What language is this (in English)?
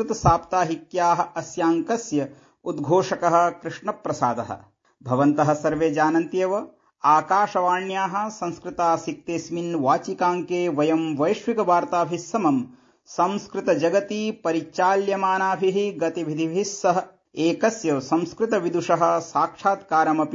Sanskrit